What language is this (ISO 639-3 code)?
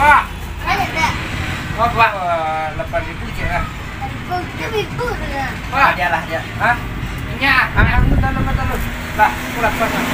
min